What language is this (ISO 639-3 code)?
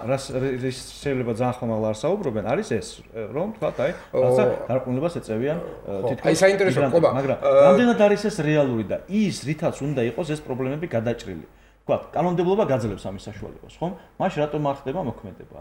kat